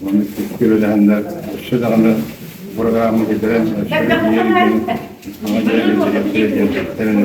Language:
Yakut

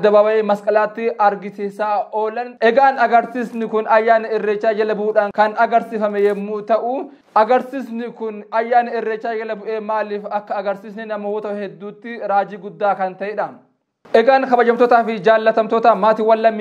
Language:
Oromo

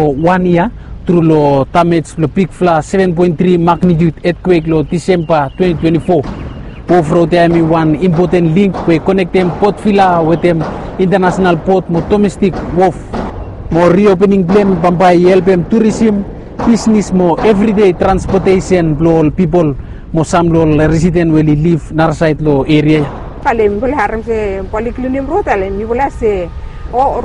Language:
Bislama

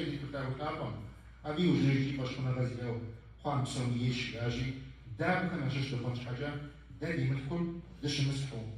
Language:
Kabardian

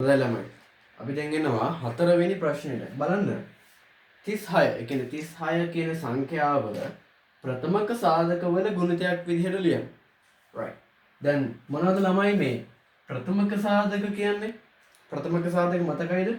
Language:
Sinhala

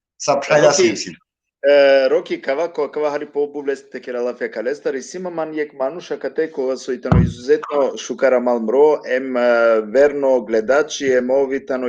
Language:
Balkan Romani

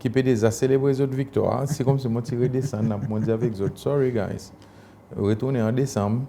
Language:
Seselwa Creole French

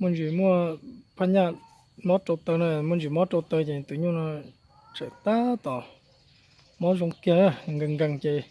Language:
Hmong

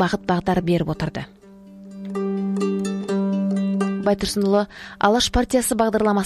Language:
Kazakh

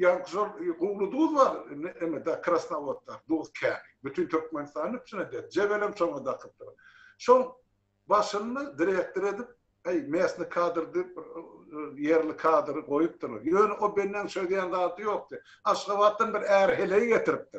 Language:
Turkmen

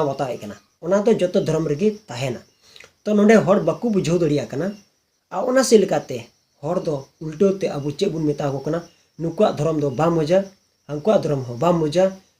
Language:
Santali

